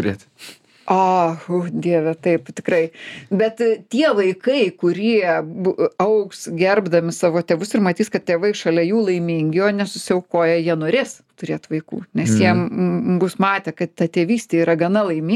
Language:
Lithuanian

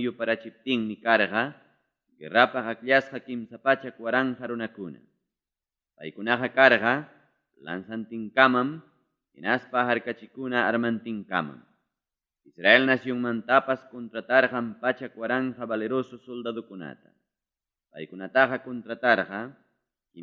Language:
Ayacucho Quechua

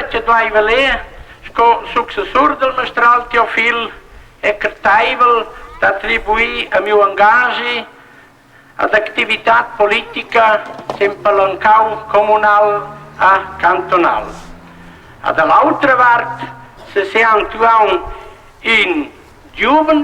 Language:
Romansh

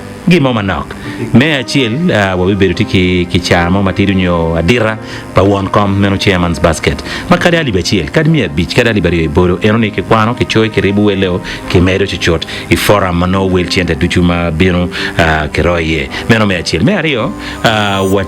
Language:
Acoli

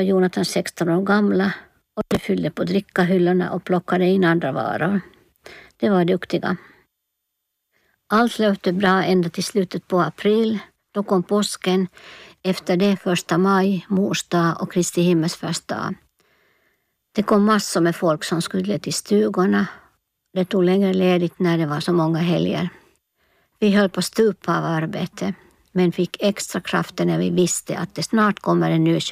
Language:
Swedish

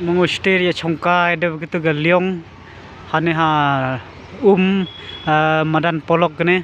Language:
Khasi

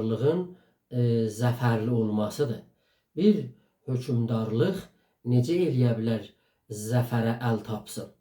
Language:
South Azerbaijani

